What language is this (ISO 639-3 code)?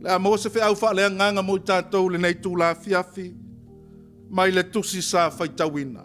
smo